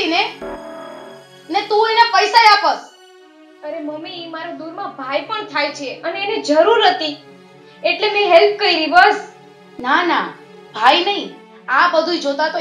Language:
Gujarati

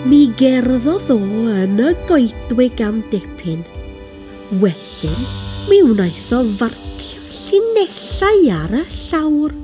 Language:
Welsh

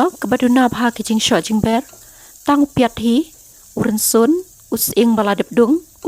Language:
Khasi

